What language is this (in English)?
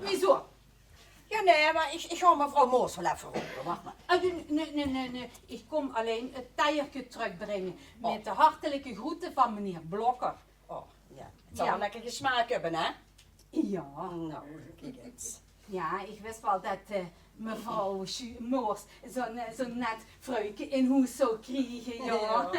Limburgish